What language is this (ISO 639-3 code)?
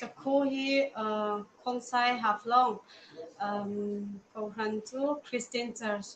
hmr